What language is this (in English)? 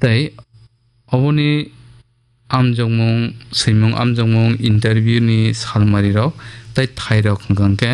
Kok Borok